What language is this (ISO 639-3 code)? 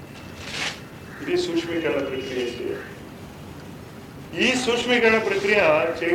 tel